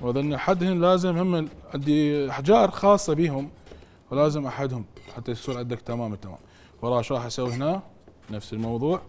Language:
Mesopotamian Arabic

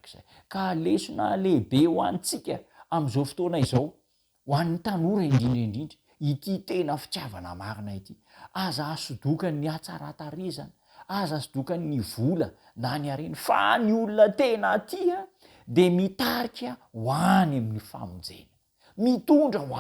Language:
Malagasy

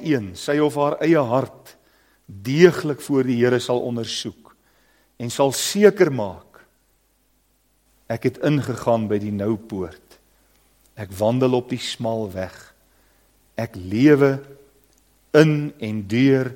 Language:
Afrikaans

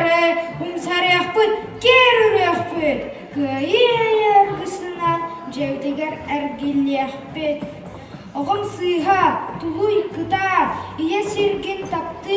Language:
Yakut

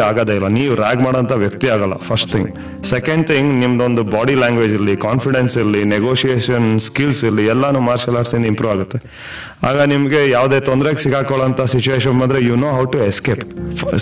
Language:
Kannada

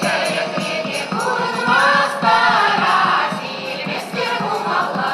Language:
Chuvash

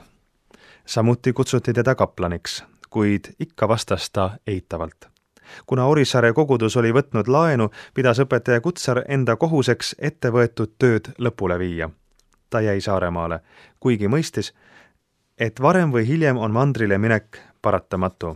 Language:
Estonian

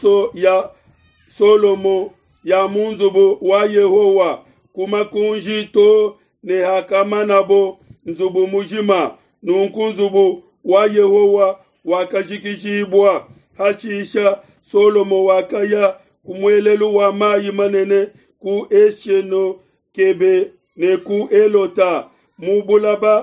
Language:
Luba-Lulua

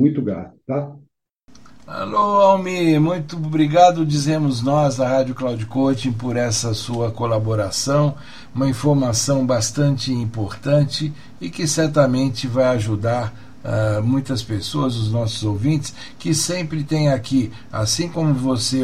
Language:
Portuguese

